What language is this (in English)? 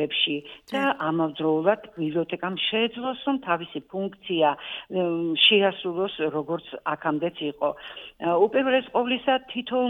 Georgian